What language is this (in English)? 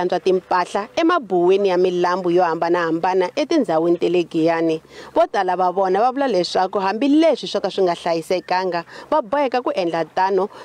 Tsonga